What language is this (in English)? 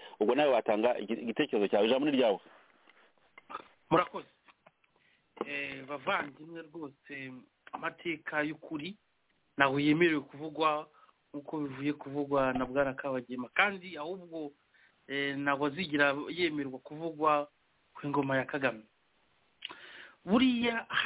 Kinyarwanda